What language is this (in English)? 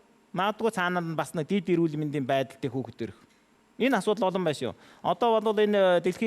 Mongolian